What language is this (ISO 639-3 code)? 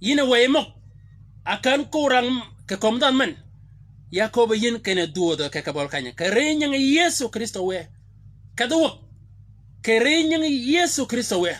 shk